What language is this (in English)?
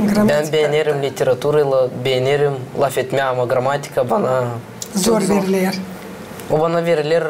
Gagauz